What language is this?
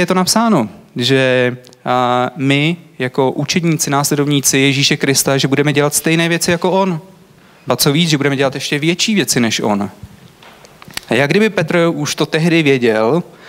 Czech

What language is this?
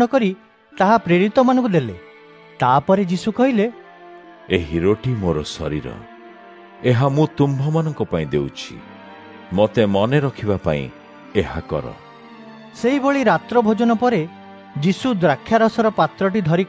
Odia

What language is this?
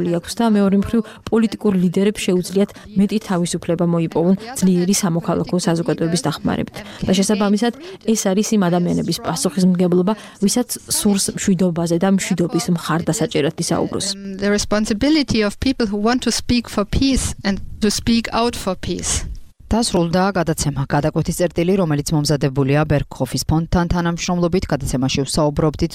Georgian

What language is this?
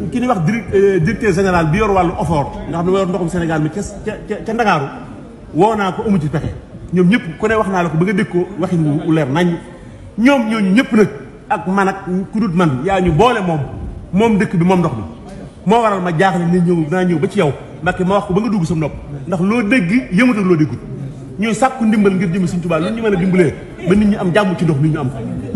Wolof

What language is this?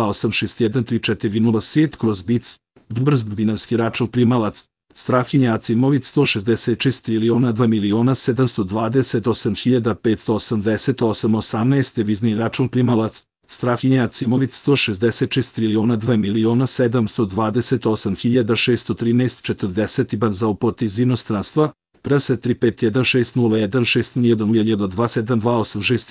Serbian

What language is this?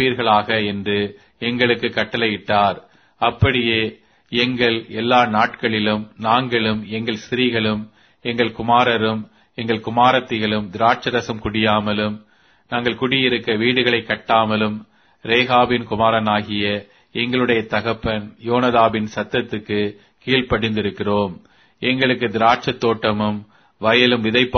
Tamil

